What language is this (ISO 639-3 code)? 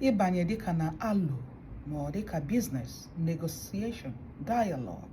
ibo